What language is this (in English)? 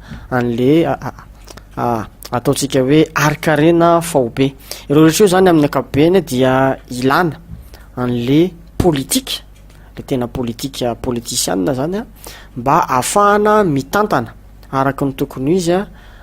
Malagasy